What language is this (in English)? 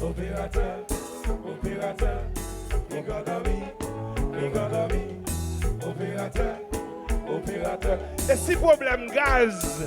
Haitian Creole